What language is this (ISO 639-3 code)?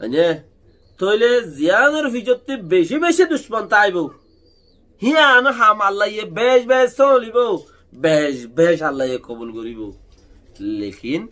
rhg